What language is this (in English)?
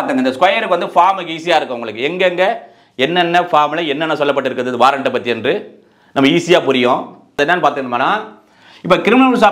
Tamil